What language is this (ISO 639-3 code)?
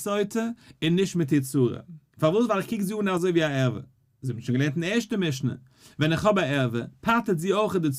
yid